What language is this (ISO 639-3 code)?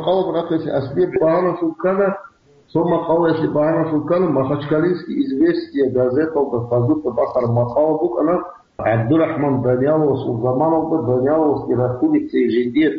ava